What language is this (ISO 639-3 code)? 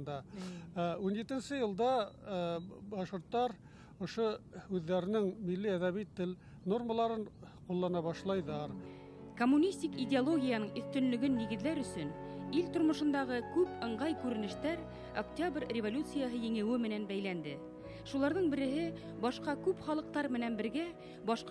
bak